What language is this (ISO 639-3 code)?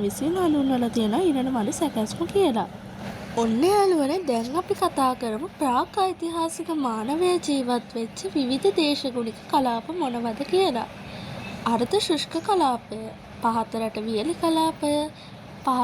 sin